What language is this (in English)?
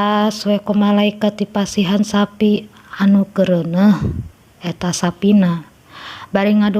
Sundanese